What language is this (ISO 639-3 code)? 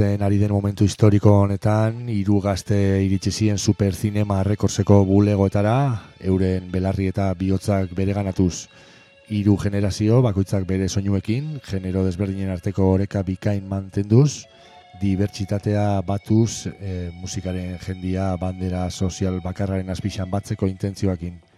eus